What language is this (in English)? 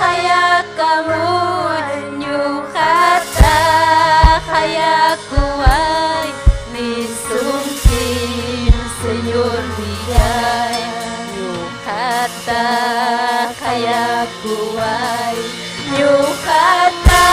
Ayacucho Quechua